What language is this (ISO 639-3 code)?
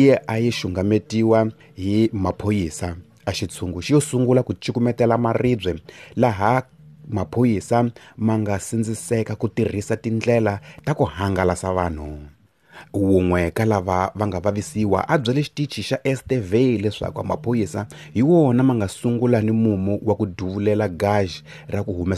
tso